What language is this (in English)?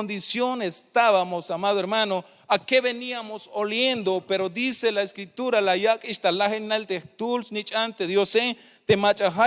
Tzeltal